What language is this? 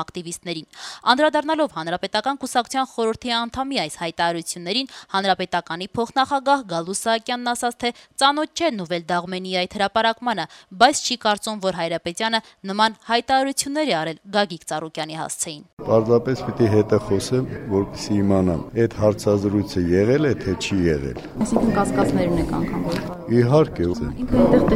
Armenian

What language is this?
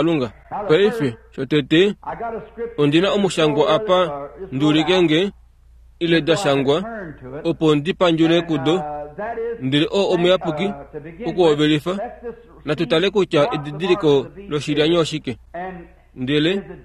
Kuanyama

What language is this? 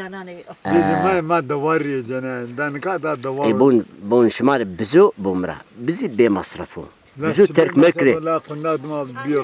Zaza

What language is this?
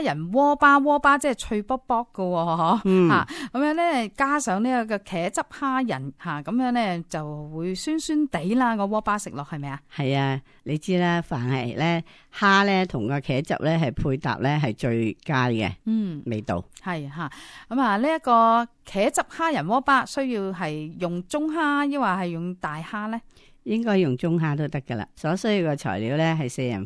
Cantonese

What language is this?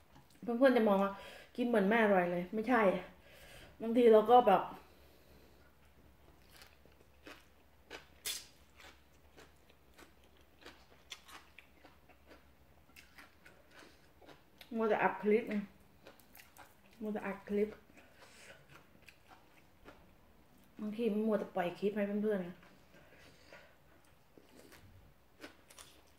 Thai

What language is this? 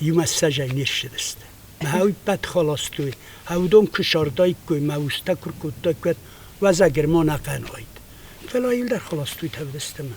Ossetic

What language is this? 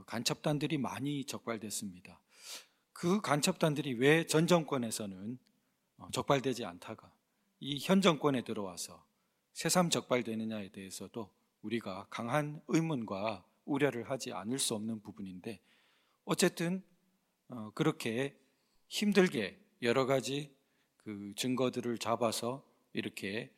Korean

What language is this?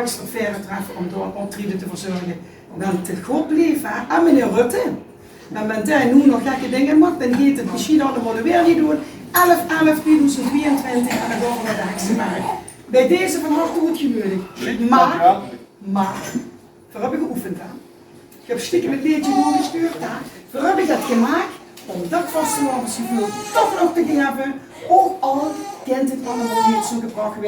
Limburgish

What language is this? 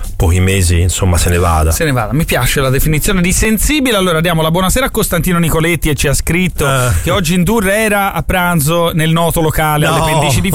Italian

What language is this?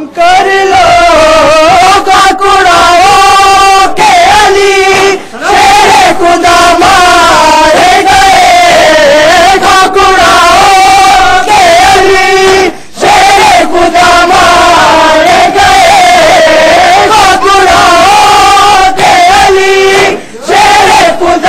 Urdu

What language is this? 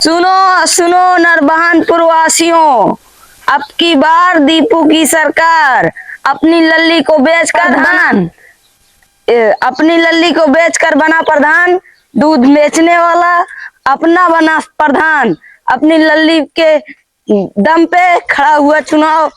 Awadhi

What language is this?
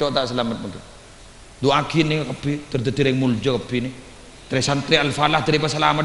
Madurese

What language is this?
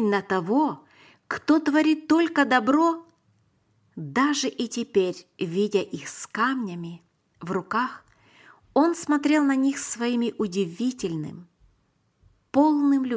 Russian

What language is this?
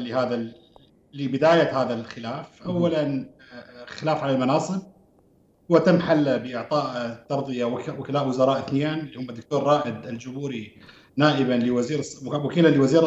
Mesopotamian Arabic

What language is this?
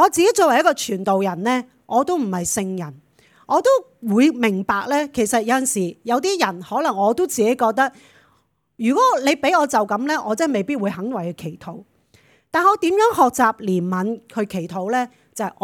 Cantonese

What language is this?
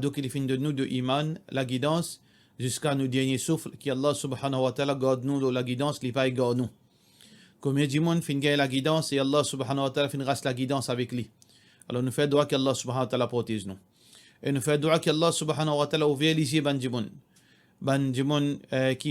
Morisyen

